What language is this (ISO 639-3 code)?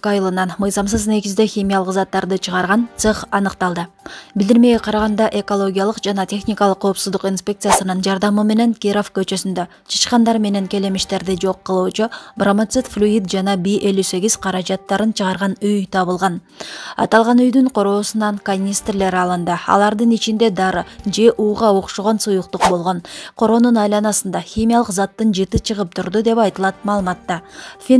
kir